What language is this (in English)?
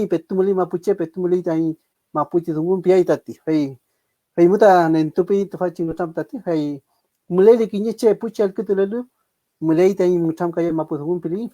Mapuche